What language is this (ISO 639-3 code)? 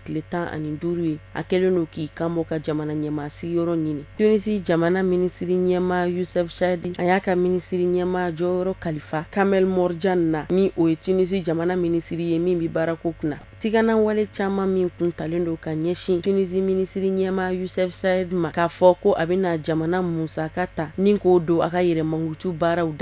bam